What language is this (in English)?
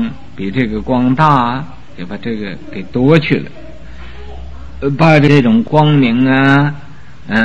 Chinese